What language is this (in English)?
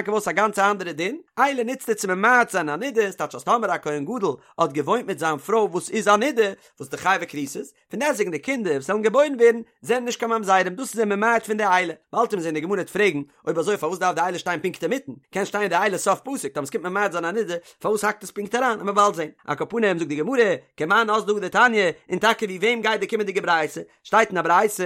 Yiddish